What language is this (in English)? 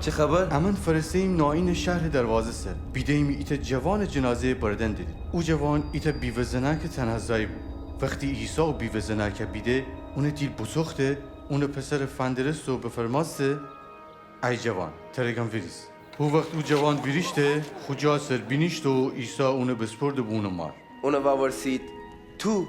Gilaki